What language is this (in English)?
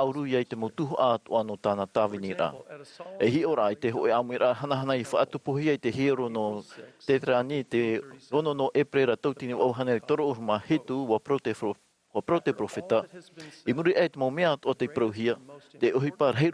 Tahitian